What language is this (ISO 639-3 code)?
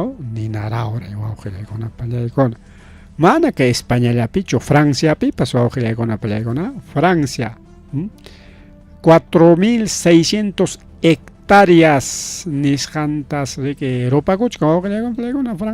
quy